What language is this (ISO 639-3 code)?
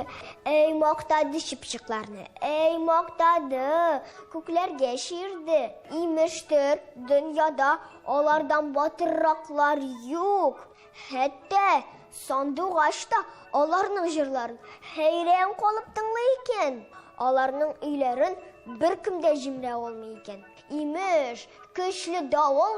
tat